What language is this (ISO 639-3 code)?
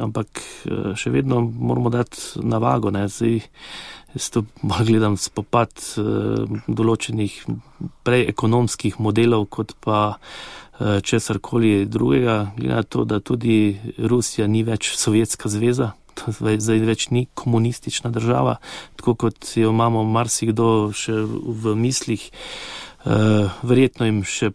slv